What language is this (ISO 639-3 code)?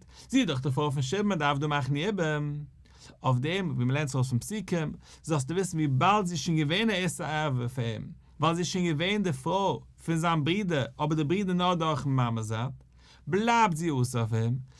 yid